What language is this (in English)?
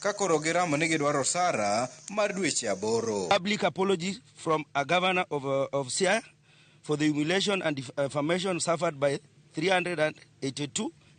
Luo (Kenya and Tanzania)